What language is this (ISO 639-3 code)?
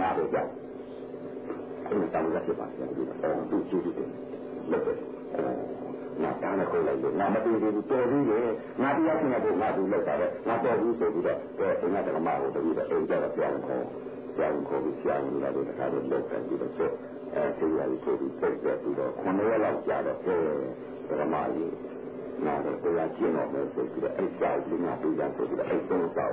mya